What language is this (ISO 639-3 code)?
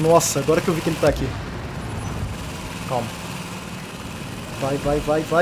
por